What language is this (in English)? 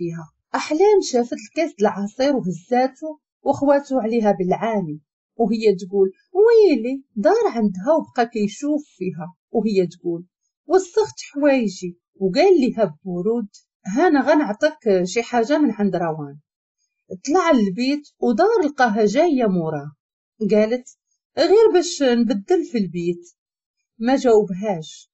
Moroccan Arabic